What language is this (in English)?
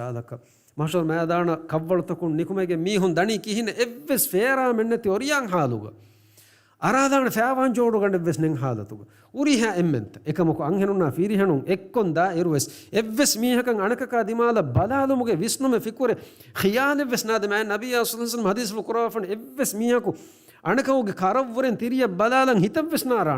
Divehi